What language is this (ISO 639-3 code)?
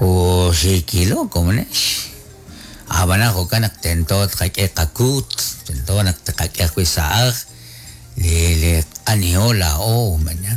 kek